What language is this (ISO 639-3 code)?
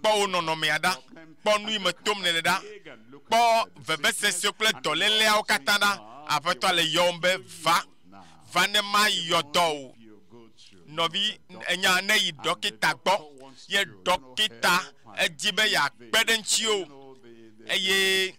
ewe